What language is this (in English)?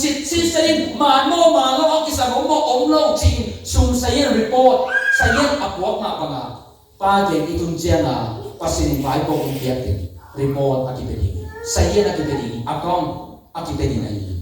Tedim Chin